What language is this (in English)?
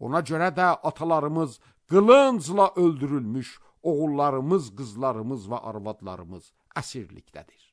Azerbaijani